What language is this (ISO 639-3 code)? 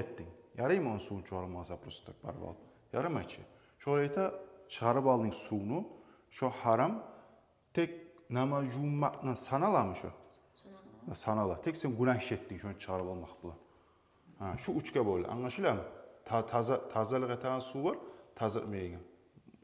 kum